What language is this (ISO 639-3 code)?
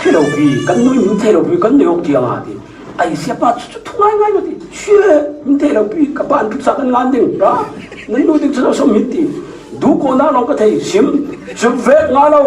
cfm